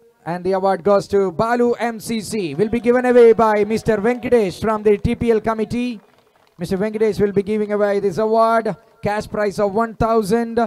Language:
Malayalam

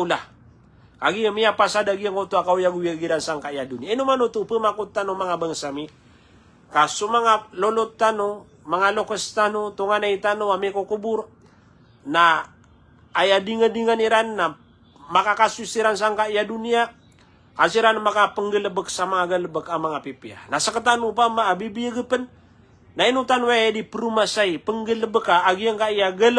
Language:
Maranao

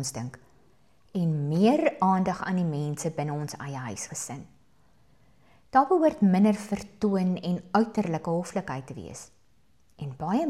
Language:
Afrikaans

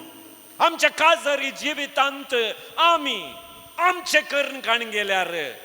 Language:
Konkani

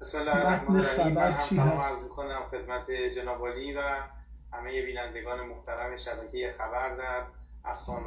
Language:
South Azerbaijani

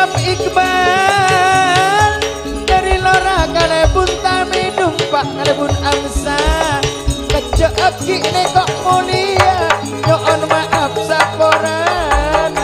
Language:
Madurese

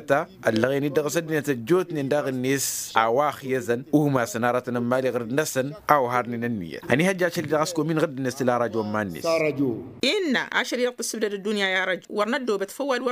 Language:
Tamasheq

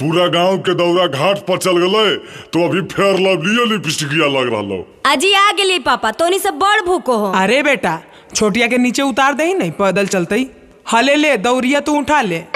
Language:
Magahi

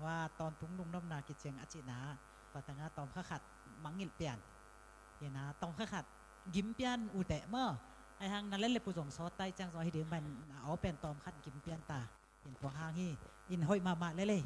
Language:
Tedim Chin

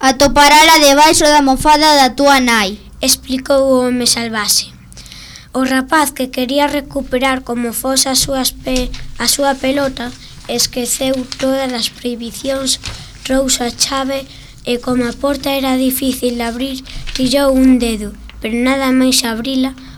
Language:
Galician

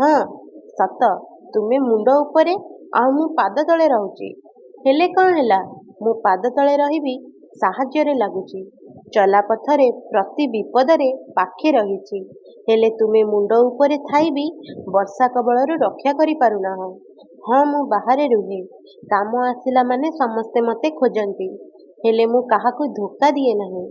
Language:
Odia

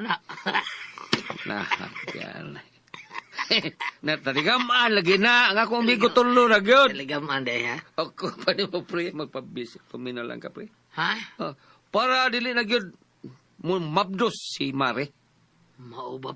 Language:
Cebuano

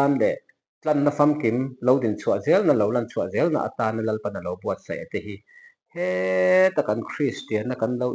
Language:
Mizo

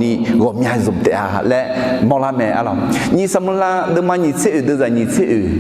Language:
Akha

